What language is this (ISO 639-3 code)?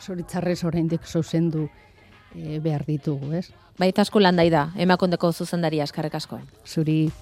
eus